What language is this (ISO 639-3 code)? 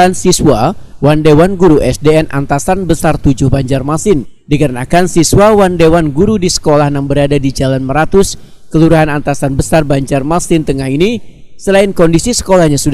bjn